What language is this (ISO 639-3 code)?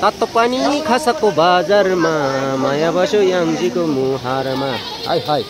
nep